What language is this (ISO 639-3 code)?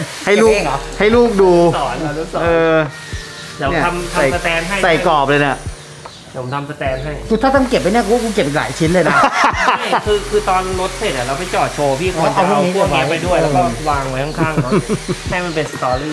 tha